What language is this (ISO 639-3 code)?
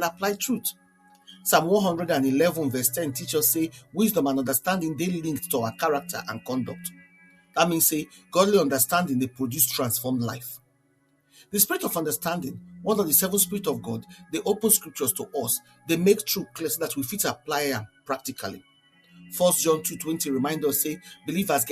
pcm